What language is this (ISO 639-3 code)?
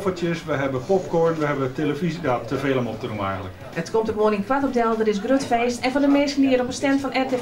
fry